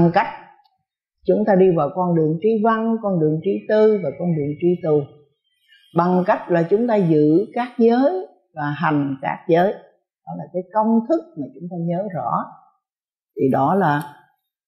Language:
Vietnamese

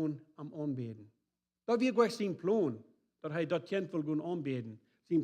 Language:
Plautdietsch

